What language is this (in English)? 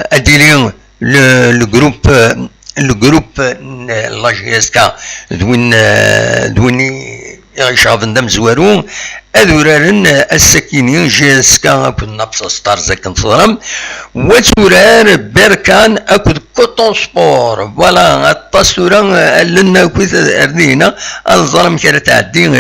Kabyle